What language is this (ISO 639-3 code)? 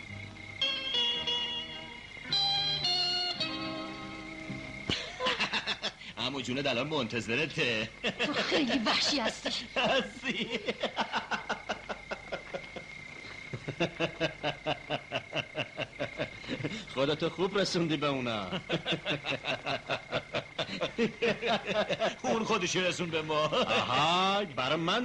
fas